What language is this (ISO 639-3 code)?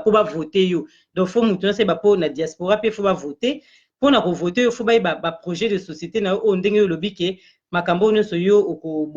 lin